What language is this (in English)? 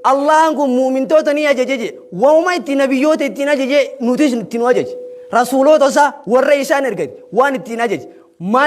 Oromo